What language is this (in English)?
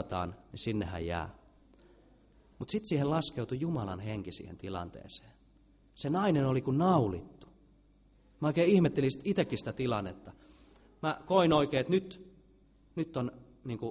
Finnish